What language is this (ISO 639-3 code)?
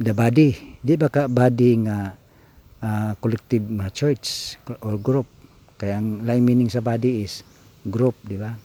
ceb